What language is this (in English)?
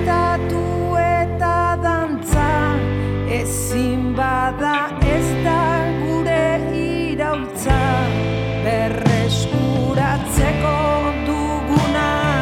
Basque